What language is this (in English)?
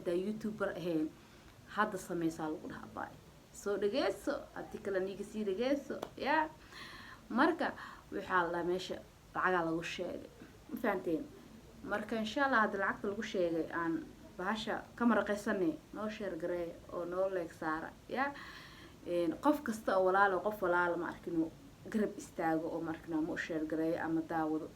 Somali